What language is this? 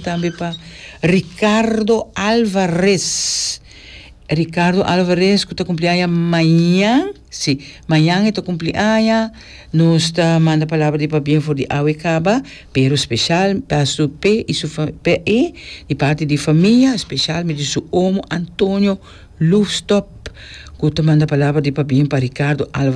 Papiamento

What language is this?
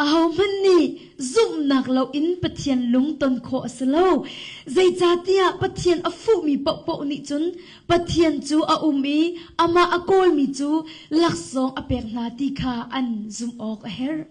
Hakha Chin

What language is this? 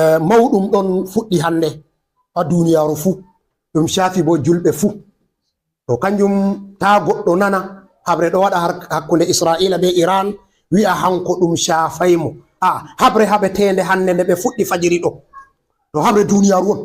Fula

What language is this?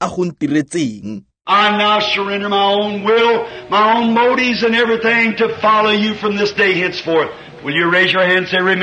Tswana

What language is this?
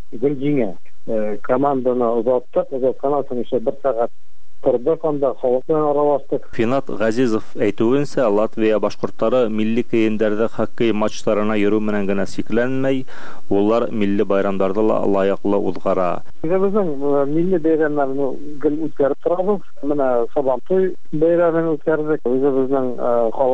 Tatar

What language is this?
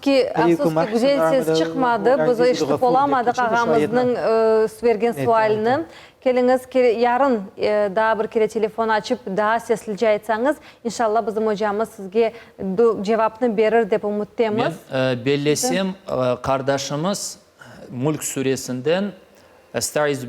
Crimean Tatar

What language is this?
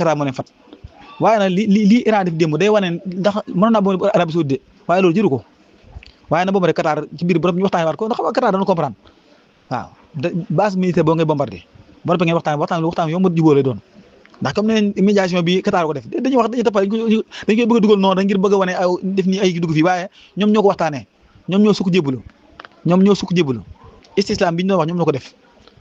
Wolof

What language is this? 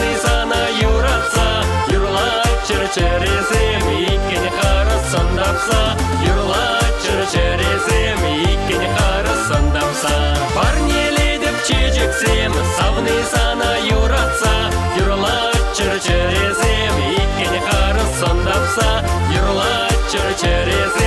Chuvash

